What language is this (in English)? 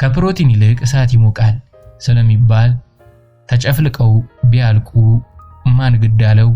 Amharic